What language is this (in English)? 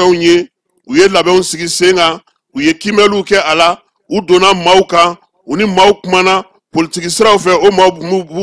Bambara